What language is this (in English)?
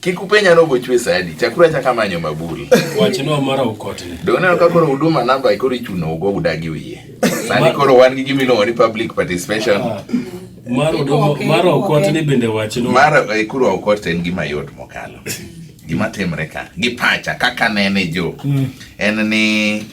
Luo (Kenya and Tanzania)